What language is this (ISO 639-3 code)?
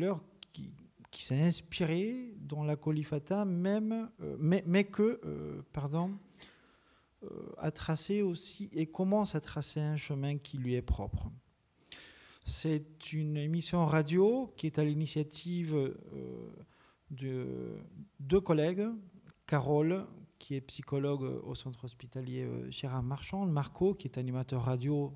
fra